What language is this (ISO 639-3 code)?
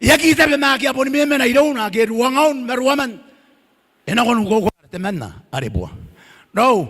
gil